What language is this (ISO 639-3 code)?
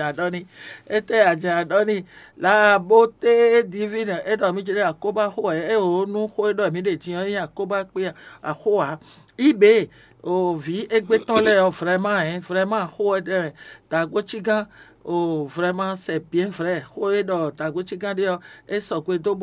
fon